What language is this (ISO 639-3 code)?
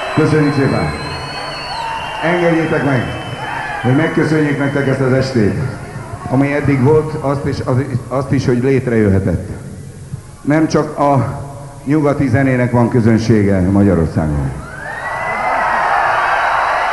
hun